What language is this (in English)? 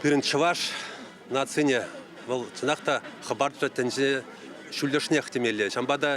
Chuvash